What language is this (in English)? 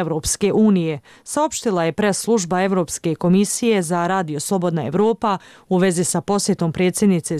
Bosnian